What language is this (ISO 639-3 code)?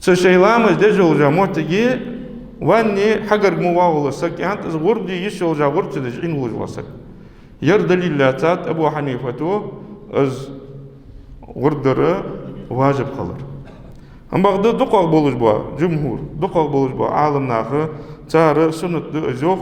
inh